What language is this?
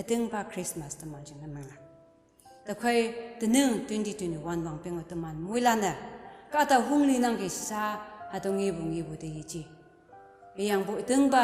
Konyak Naga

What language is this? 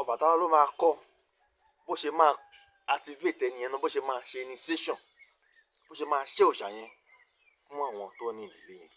Yoruba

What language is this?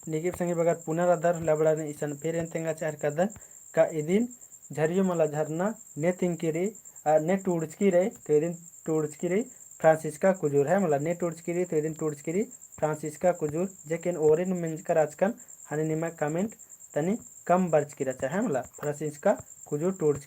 Kurukh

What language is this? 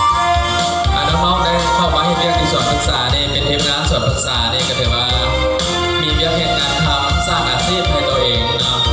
Lao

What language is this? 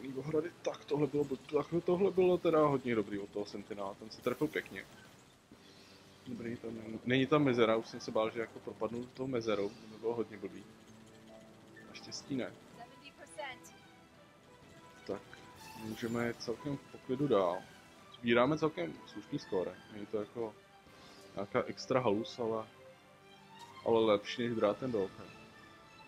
Czech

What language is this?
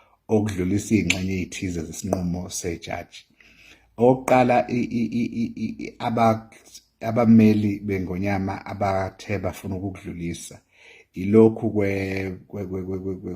Zulu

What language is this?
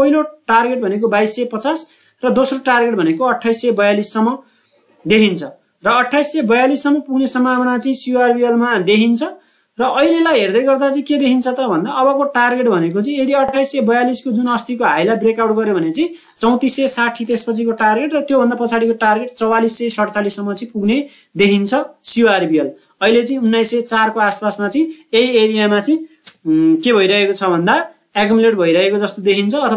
Nepali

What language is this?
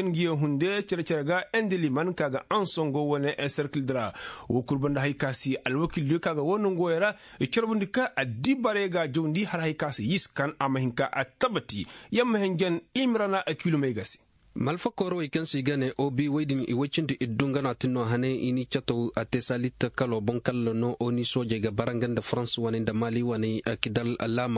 Koyraboro Senni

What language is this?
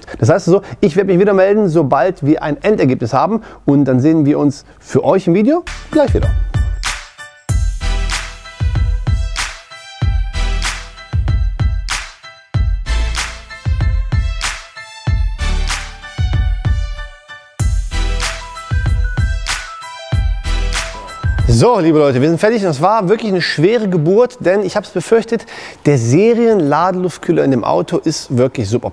German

